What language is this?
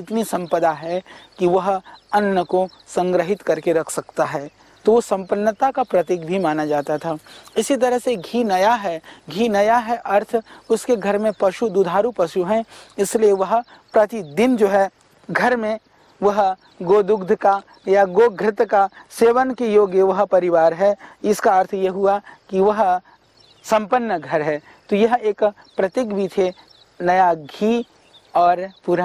Hindi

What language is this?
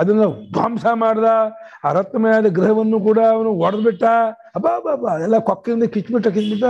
Kannada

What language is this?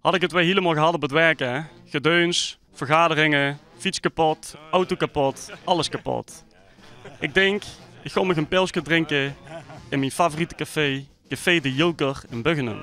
Limburgish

